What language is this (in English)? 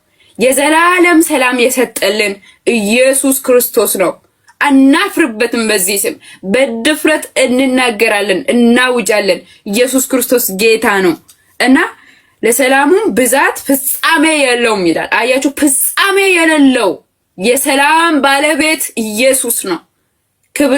Amharic